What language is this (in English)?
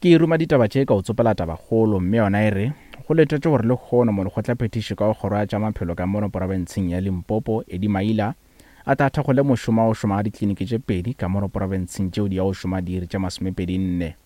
Northern Sotho